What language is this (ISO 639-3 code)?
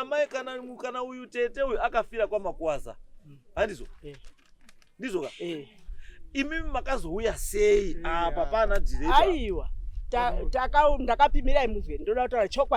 sna